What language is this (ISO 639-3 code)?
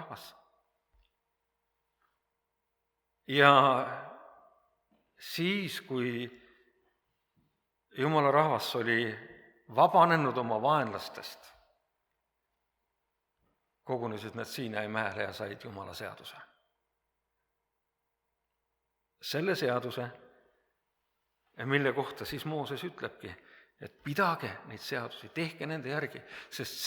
est